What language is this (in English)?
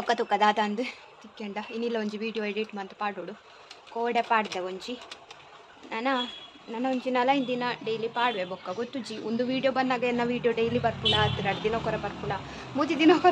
Tulu